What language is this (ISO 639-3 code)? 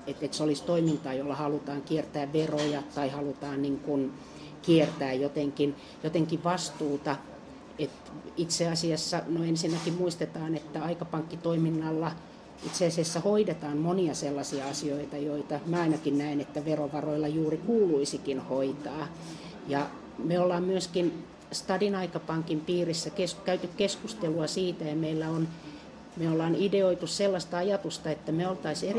fin